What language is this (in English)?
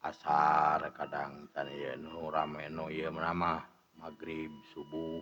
Sundanese